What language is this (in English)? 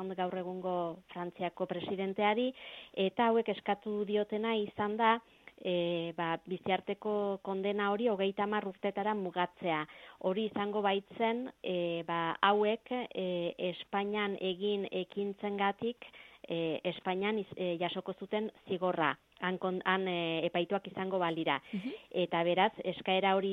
Basque